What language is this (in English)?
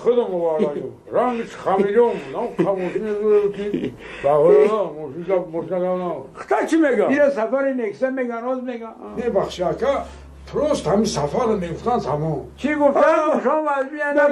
Tajik